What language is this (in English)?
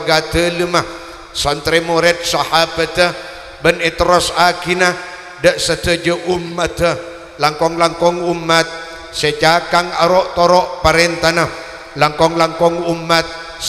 Madurese